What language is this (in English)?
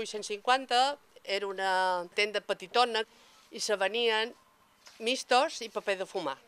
Catalan